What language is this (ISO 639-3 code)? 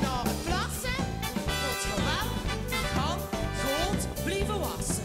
lim